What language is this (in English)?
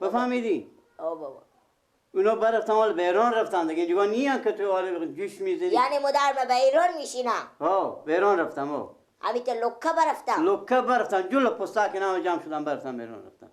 Persian